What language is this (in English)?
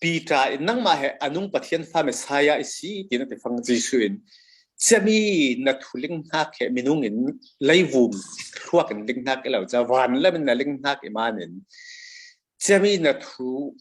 Falam Chin